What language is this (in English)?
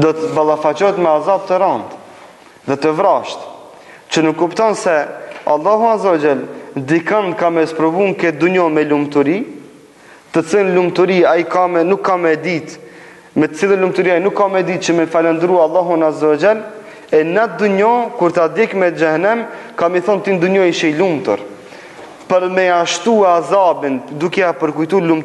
Albanian